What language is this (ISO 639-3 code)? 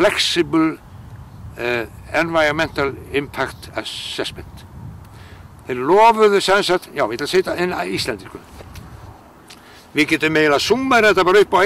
isl